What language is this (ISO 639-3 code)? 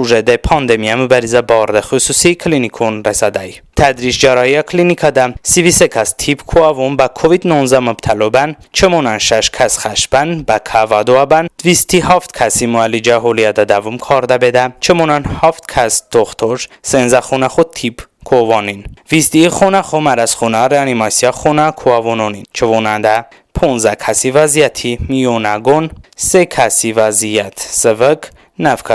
tly